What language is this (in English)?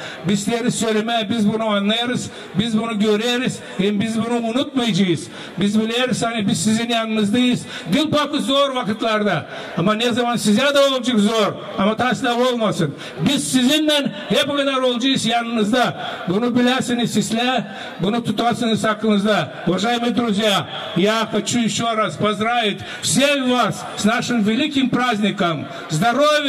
Gagauz